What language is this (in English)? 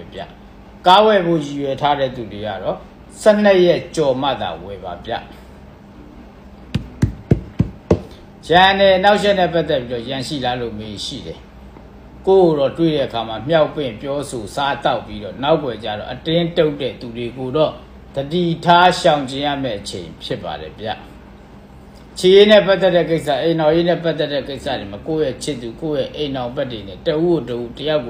Burmese